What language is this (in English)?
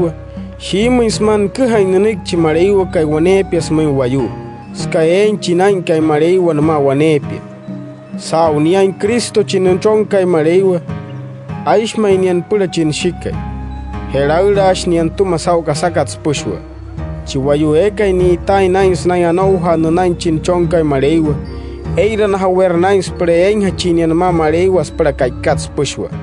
Wayuu